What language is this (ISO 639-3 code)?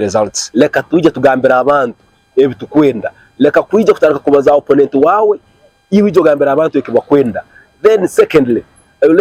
nyn